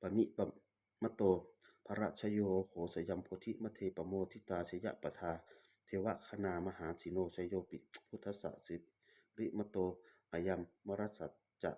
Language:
Pali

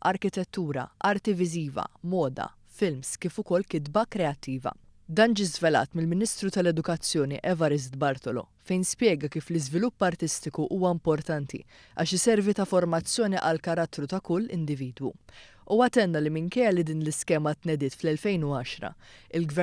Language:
Maltese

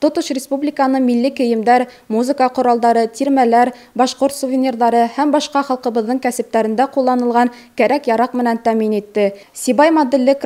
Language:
Bashkir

